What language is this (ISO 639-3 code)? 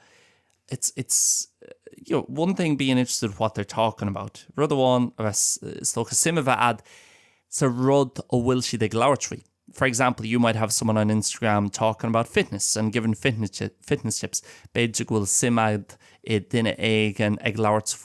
gle